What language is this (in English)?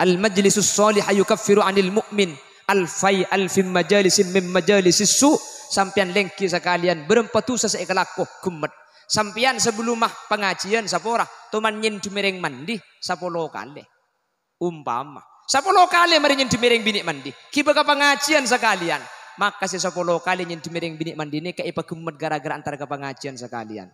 Madurese